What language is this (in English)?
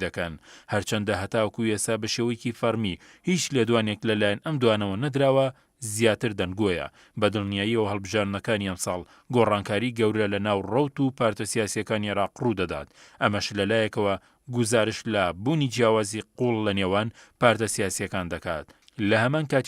Central Kurdish